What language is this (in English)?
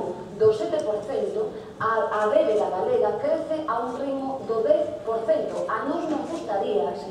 Galician